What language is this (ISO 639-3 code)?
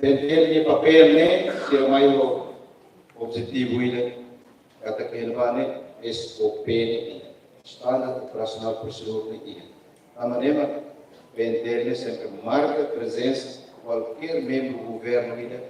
tet